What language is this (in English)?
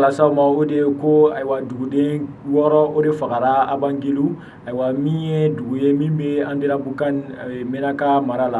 Bambara